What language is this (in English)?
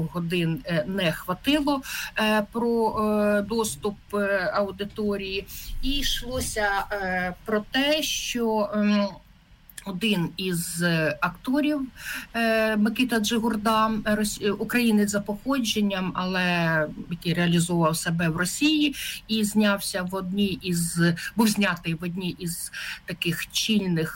Ukrainian